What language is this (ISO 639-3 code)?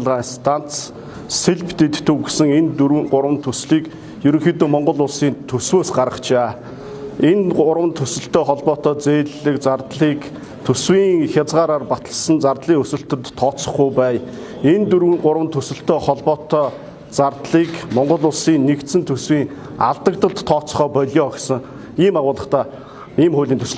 mon